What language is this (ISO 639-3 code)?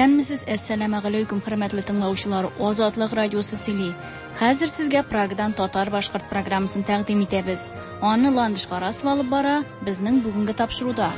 tat